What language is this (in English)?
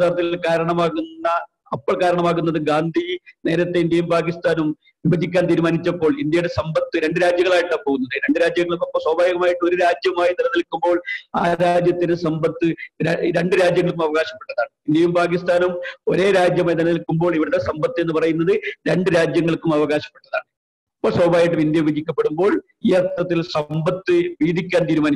Malayalam